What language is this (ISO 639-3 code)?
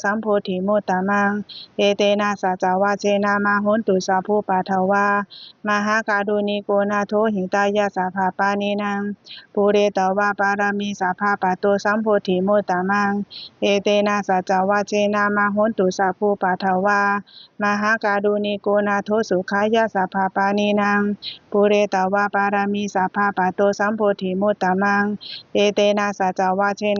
pli